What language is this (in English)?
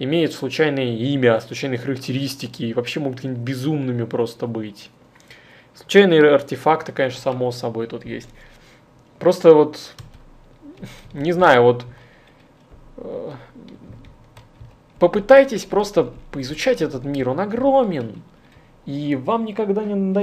Russian